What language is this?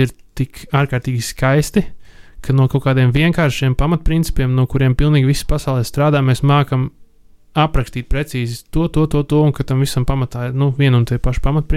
Latvian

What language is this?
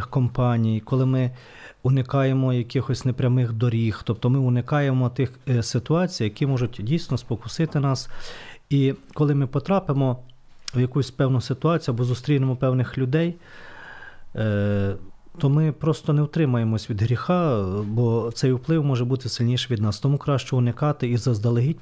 Ukrainian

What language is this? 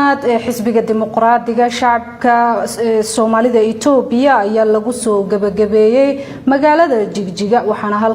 Somali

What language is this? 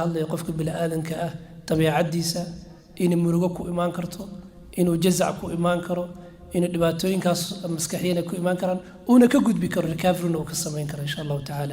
Somali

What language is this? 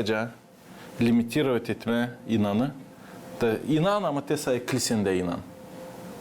Gagauz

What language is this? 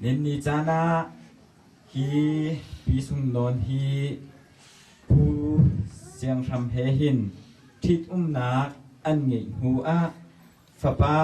Hakha Chin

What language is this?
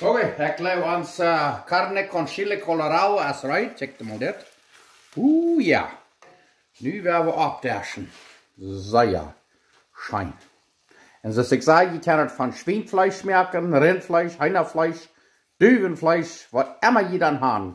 Plautdietsch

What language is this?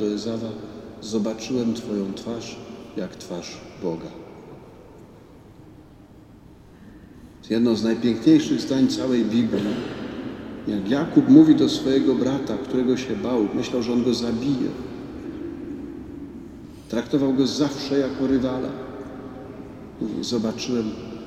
Polish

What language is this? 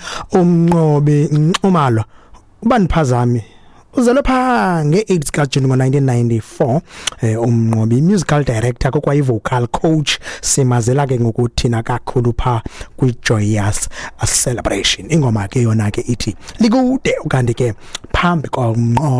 Xhosa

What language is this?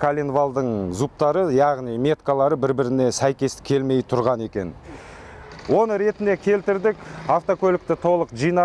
Kazakh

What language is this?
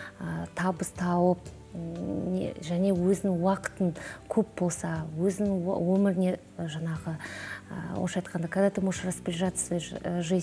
Kazakh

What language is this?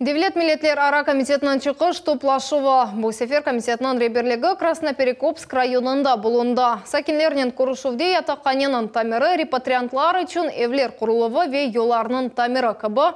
Crimean Tatar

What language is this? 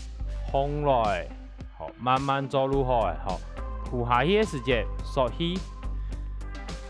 Hakka Chinese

